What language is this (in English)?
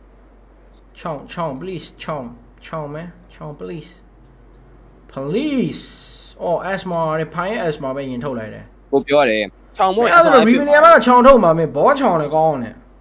Burmese